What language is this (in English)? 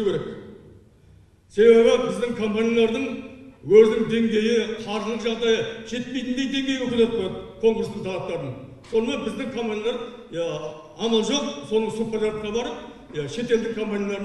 Kazakh